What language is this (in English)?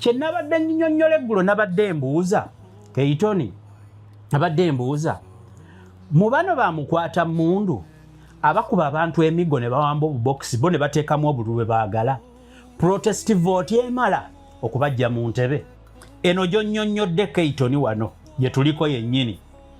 Ganda